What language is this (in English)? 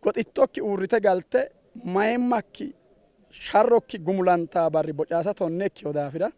Sidamo